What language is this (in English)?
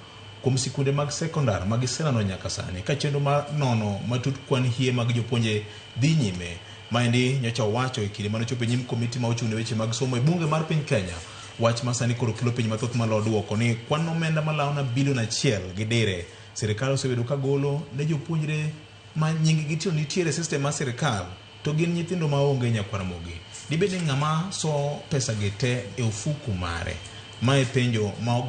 Luo (Kenya and Tanzania)